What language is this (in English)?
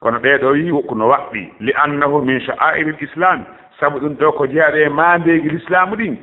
Fula